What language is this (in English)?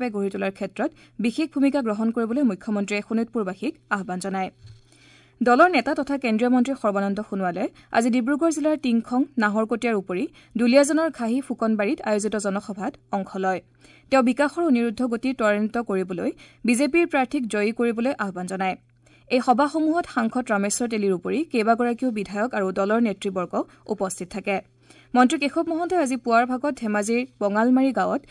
Assamese